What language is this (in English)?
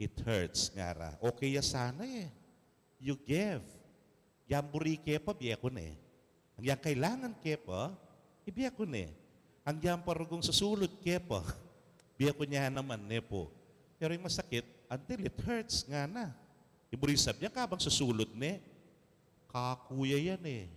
Pampanga